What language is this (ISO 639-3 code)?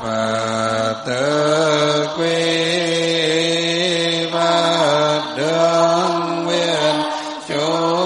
vie